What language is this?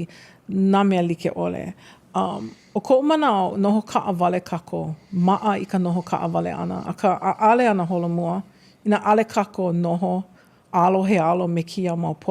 Hawaiian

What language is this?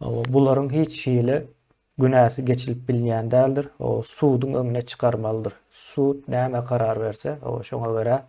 Turkmen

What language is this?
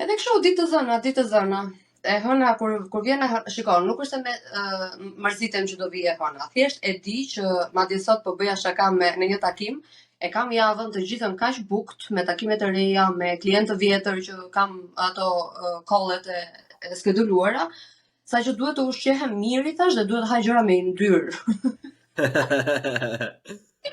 Albanian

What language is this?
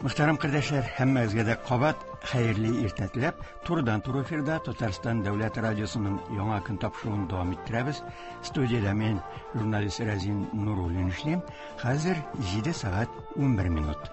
Tatar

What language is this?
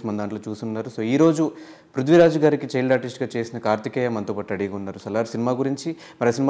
Telugu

